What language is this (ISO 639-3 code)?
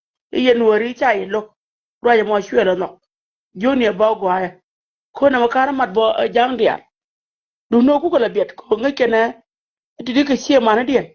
nus